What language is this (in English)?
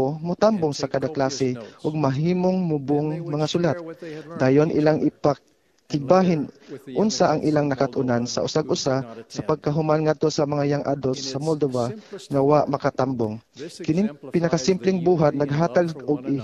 Cebuano